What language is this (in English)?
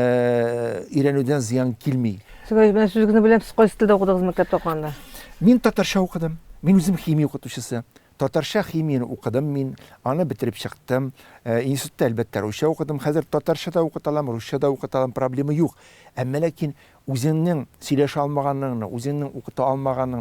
Tatar